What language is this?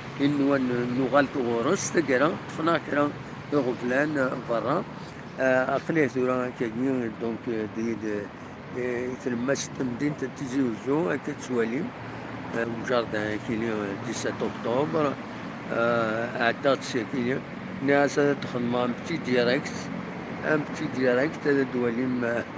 Kabyle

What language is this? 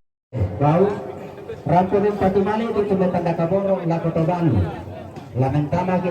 Toraja-Sa'dan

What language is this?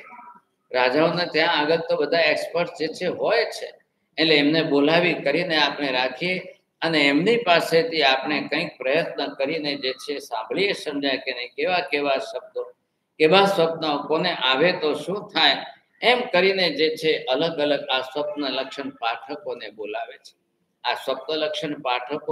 Gujarati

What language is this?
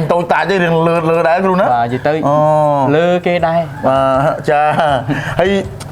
Khmer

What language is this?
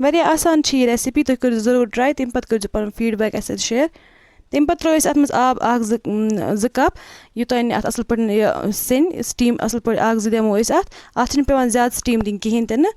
Kashmiri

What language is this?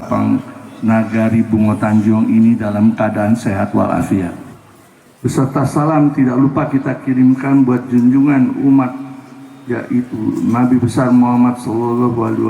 Minangkabau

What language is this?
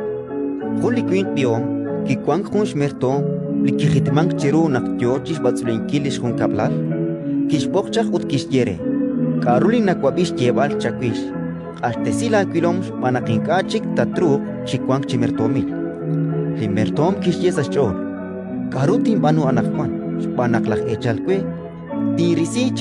Kekchí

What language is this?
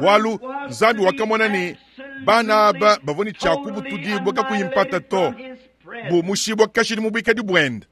Luba-Lulua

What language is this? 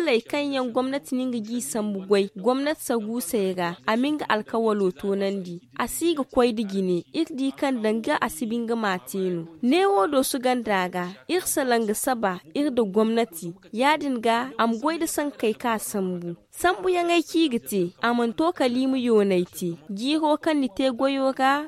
Zarma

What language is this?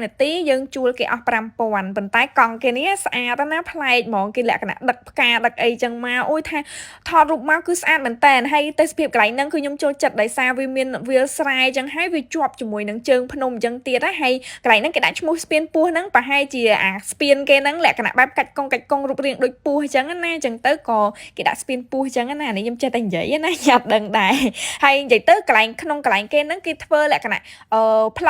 Khmer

